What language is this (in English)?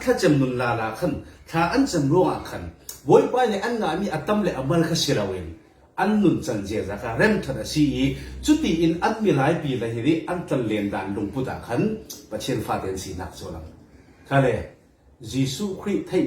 Falam Chin